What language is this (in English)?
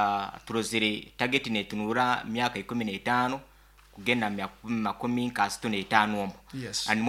Nyoro